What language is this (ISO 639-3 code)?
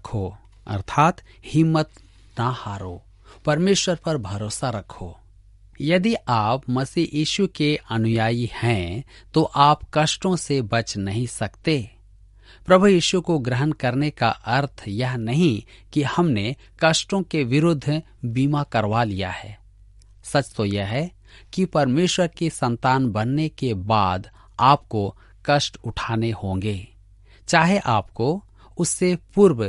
hin